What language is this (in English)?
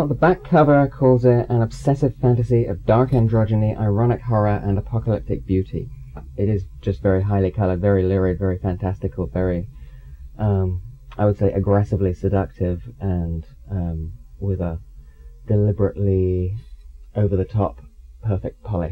English